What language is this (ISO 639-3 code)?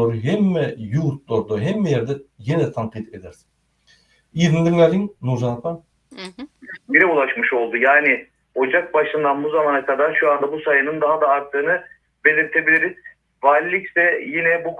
tuk